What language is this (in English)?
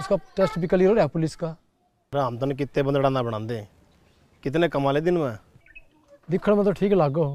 Haryanvi